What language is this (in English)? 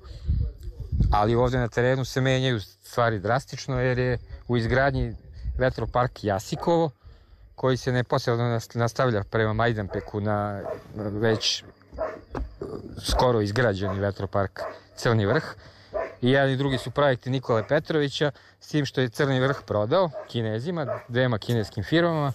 Serbian